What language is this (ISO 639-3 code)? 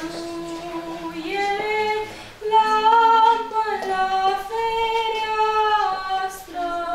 ron